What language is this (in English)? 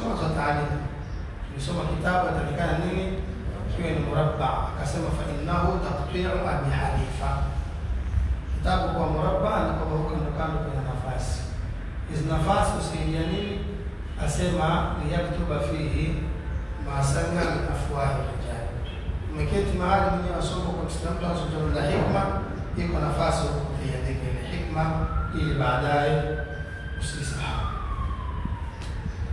Swahili